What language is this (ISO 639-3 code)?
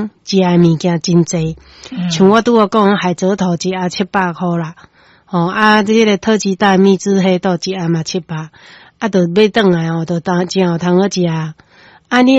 nan